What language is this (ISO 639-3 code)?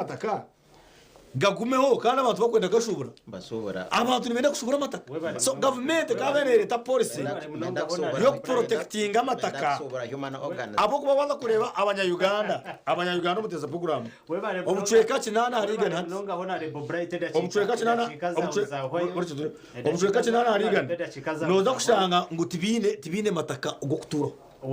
nyn